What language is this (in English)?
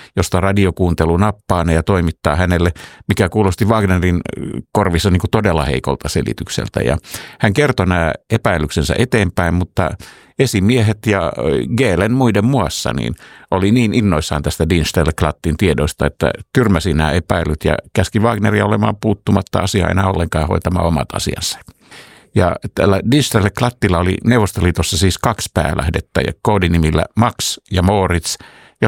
Finnish